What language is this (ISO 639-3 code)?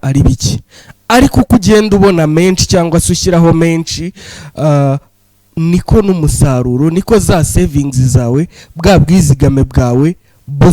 kin